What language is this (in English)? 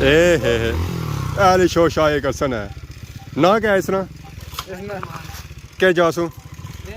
Pahari-Potwari